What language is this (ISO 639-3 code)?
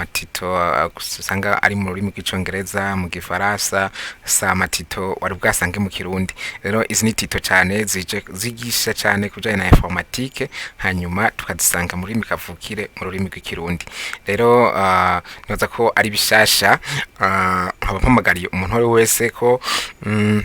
run